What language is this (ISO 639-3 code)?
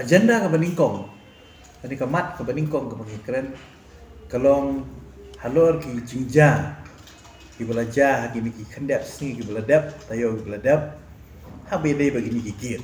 kha